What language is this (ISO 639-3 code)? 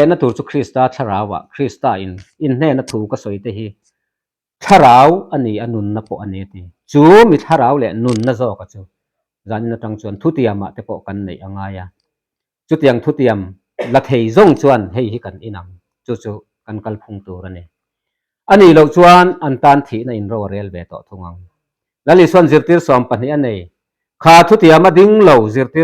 lus